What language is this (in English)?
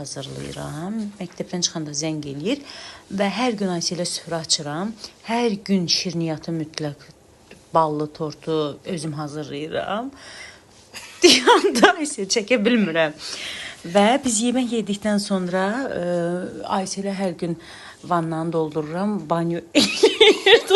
Azerbaijani